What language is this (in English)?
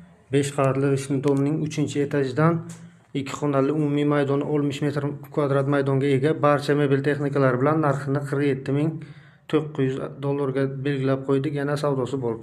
Uzbek